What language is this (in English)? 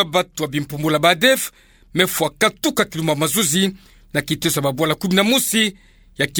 Kituba (Democratic Republic of Congo)